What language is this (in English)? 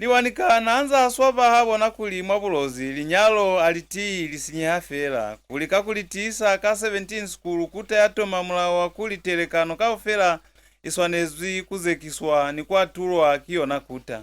Lozi